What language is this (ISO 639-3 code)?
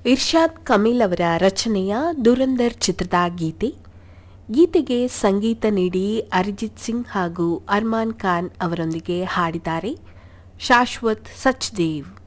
kan